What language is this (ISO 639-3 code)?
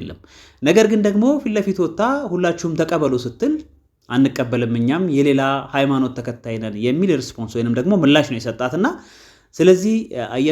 amh